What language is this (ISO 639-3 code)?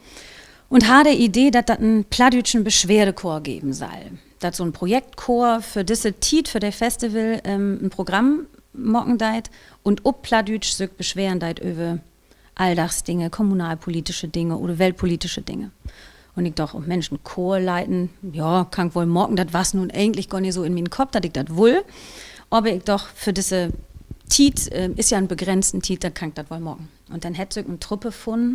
nds